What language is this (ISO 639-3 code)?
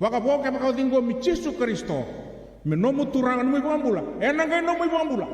fij